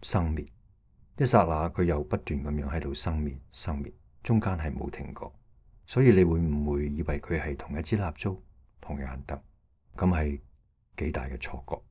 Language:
Cantonese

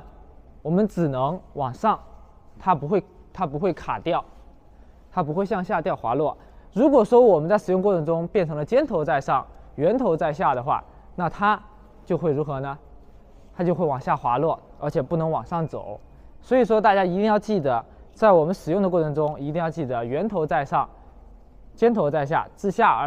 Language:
Chinese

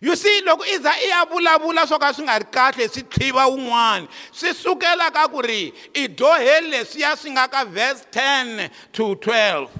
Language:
Tsonga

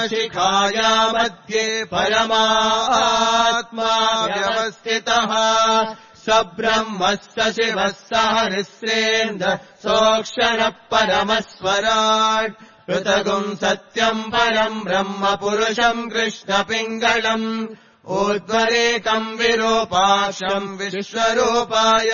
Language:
Sanskrit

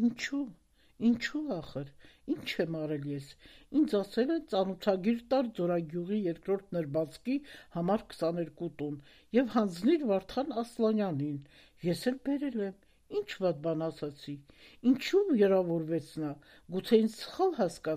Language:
Armenian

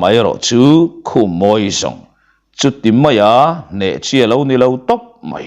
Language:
Mizo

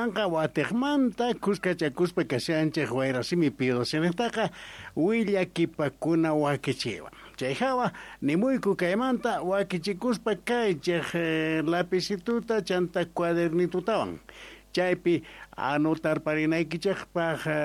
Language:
South Bolivian Quechua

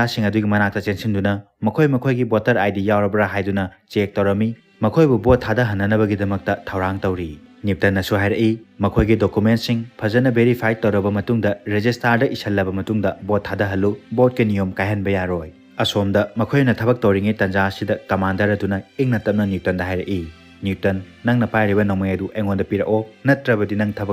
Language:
Manipuri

